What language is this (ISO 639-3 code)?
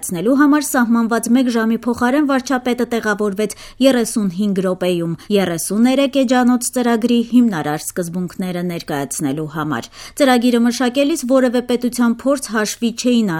hye